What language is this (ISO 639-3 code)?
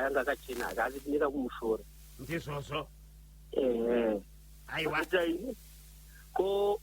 sna